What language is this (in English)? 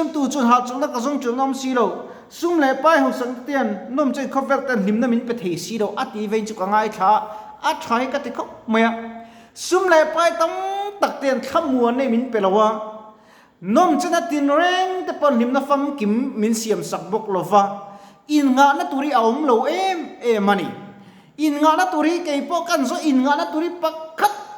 Mizo